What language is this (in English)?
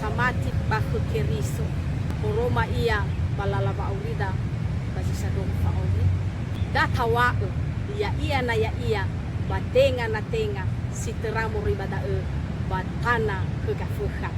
Nias